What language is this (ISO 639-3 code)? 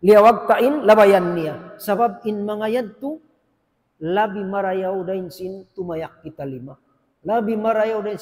tsg